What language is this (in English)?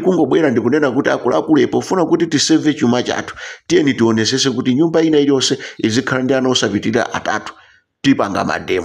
Nyanja